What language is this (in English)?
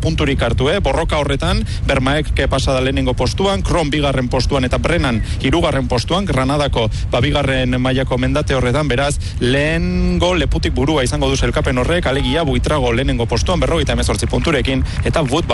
Basque